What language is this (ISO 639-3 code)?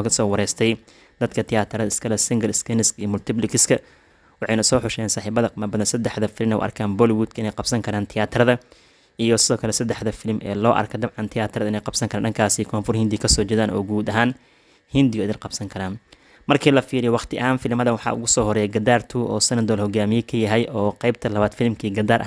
som